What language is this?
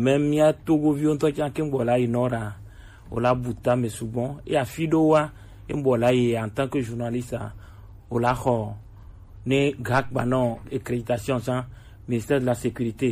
Gen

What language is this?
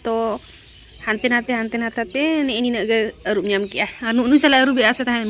Santali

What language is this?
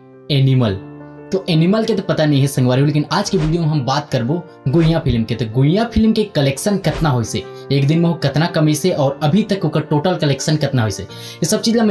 Chhattisgarhi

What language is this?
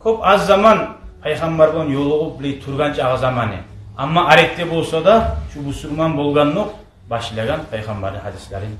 Kumyk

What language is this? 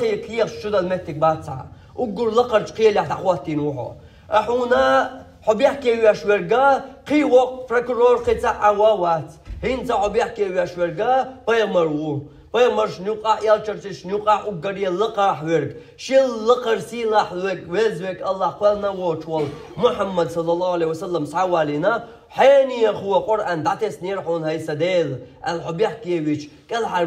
Chechen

